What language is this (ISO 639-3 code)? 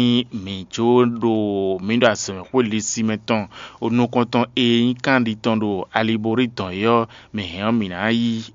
fon